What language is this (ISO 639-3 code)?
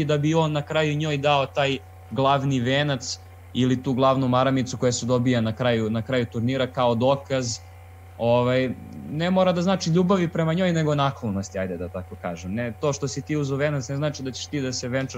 srp